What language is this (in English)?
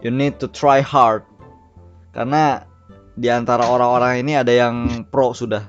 Banjar